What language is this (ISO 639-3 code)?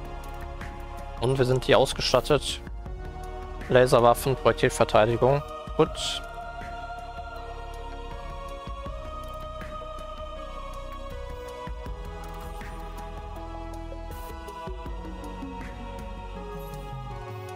deu